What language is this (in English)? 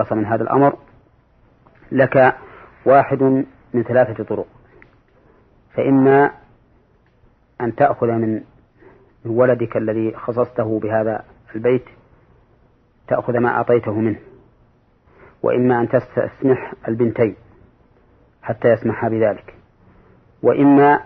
Arabic